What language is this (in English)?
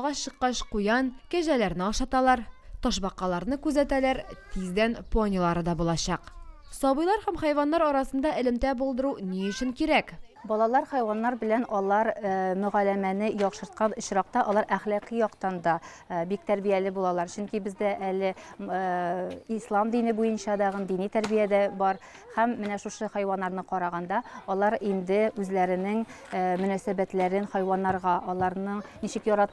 Tatar